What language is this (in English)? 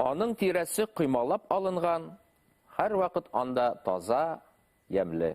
Bashkir